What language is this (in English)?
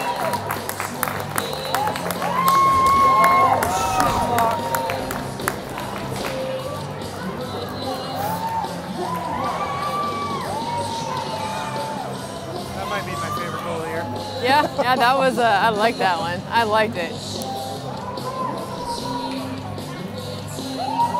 English